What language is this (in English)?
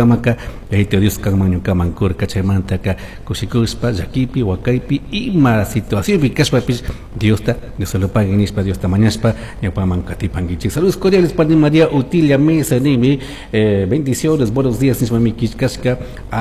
Chimborazo Highland Quichua